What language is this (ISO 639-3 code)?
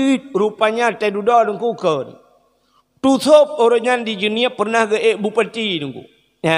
ace